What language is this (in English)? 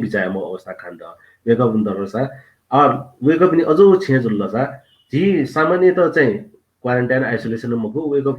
Newari